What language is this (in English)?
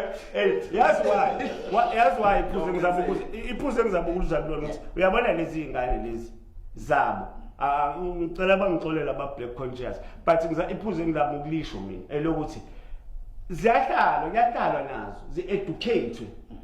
Zulu